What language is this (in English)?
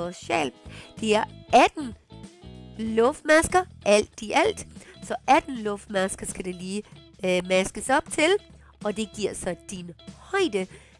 Danish